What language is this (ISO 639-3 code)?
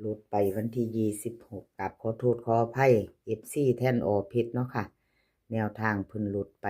lao